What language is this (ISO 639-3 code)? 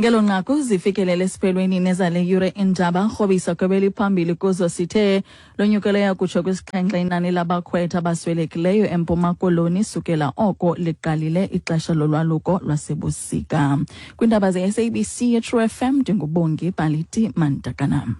xho